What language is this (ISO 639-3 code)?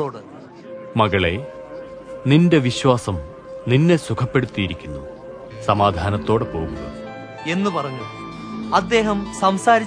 mal